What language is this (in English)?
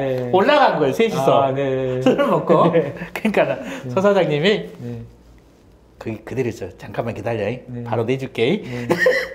Korean